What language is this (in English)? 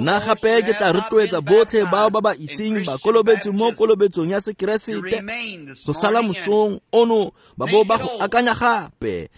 Tswana